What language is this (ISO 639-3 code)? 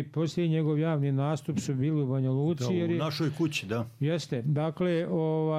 bos